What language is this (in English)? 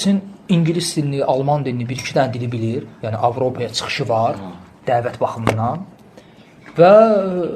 Azerbaijani